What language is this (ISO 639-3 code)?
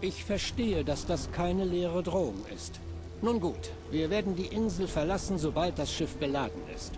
bar